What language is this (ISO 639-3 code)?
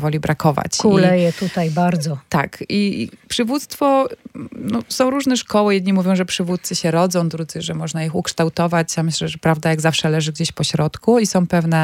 pol